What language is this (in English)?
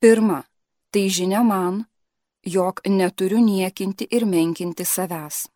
Lithuanian